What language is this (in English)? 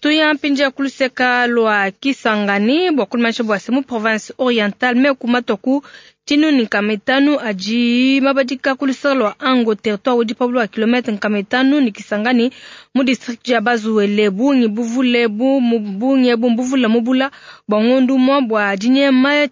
Luba-Lulua